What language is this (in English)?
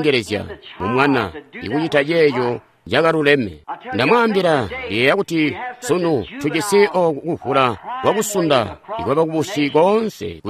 Tonga (Zambia)